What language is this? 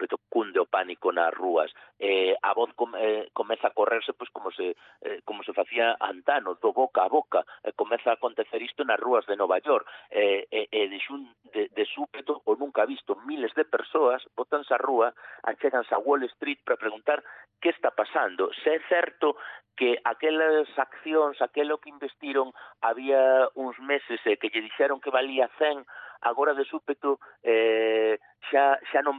Galician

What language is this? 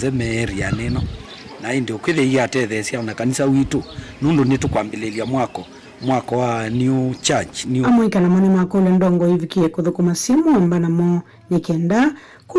Kamba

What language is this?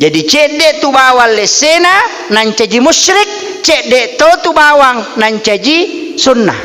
Buginese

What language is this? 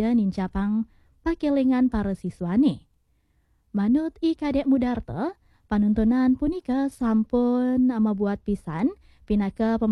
Balinese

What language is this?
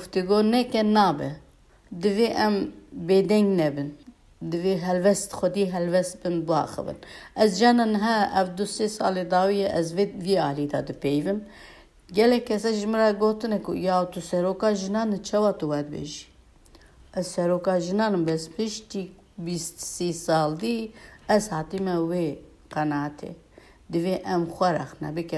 Kurdish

